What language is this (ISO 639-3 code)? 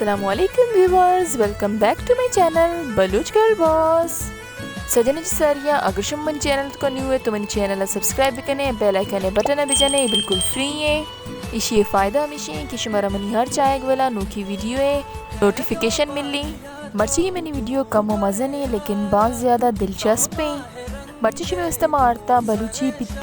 bal